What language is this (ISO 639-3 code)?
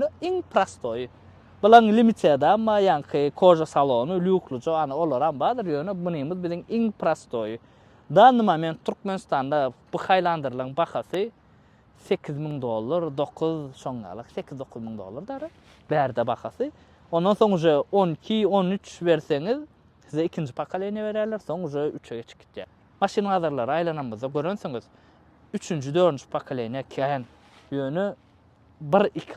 tuk